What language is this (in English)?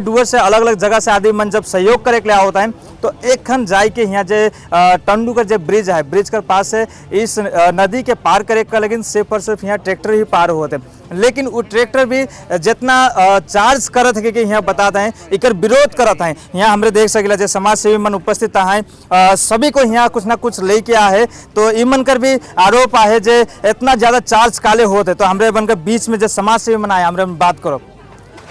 Sadri